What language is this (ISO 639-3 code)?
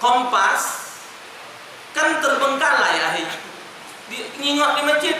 mui